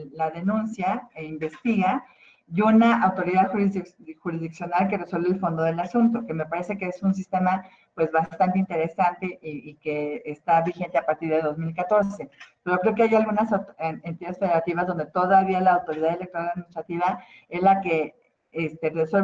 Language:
Spanish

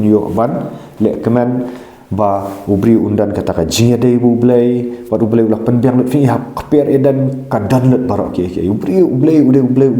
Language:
Khasi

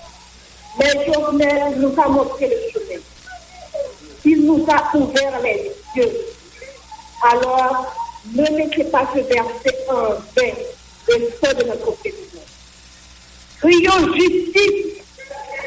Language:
French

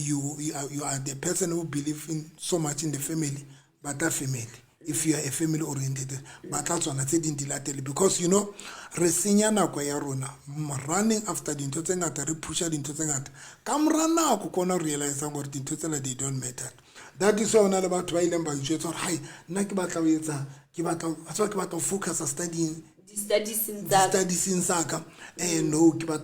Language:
Southern Sotho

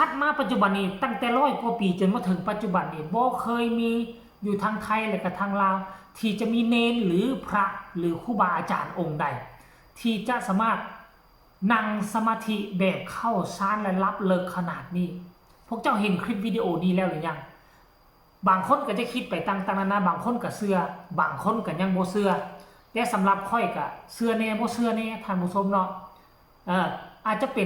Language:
Northeastern Thai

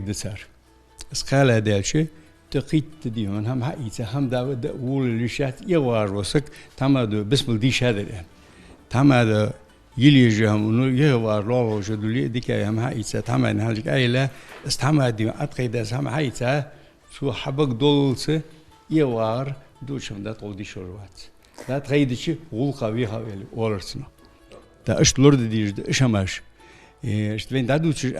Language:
Ingush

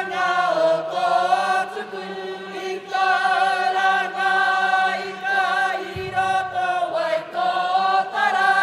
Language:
Māori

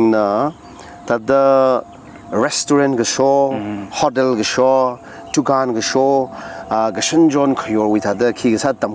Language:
Tangkhul Naga (India)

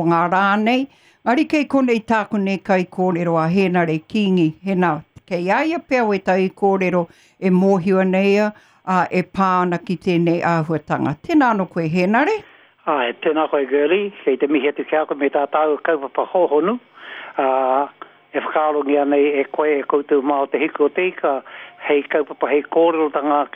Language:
Māori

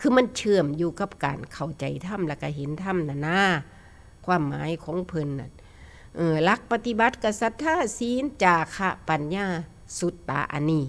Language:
Northeastern Thai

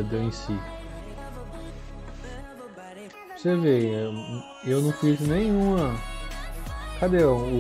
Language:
Portuguese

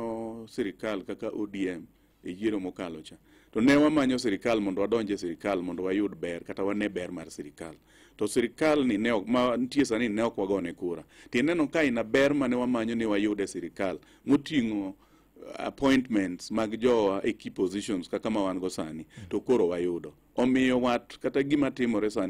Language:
Luo (Kenya and Tanzania)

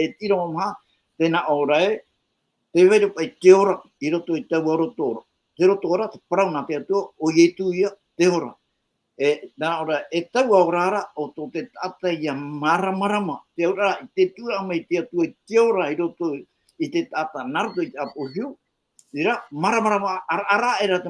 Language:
Tahitian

